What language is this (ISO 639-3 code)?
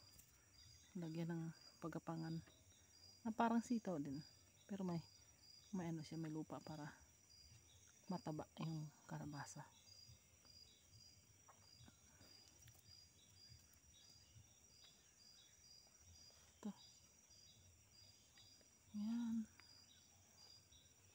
fil